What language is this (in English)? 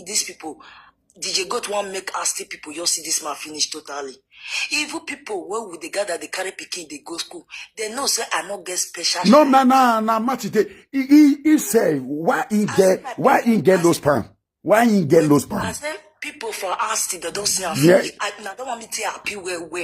Nigerian Pidgin